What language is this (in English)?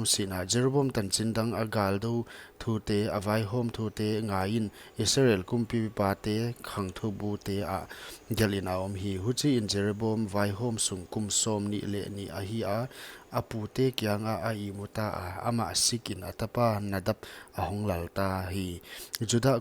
Paite Chin